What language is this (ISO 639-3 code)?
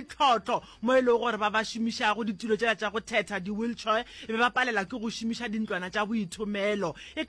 nso